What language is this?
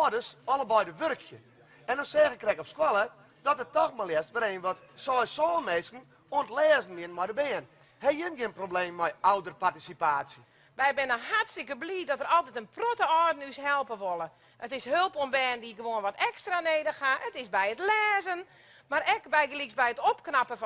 Western Frisian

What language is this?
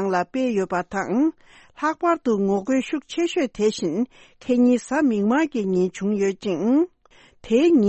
Tibetan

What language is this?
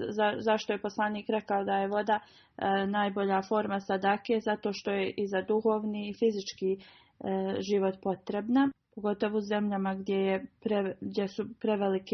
Bosnian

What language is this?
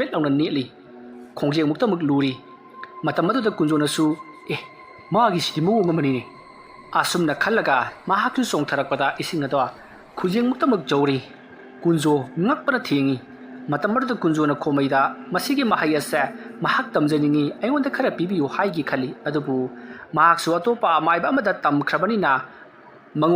Manipuri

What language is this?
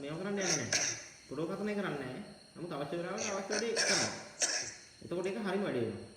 Sinhala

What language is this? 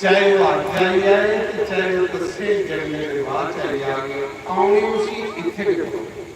Dogri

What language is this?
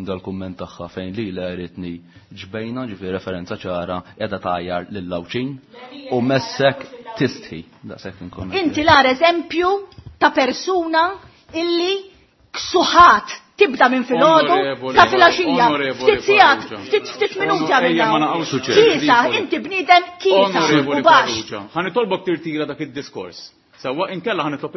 Maltese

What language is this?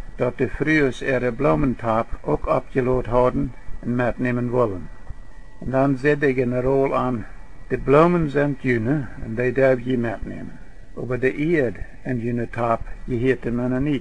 Plautdietsch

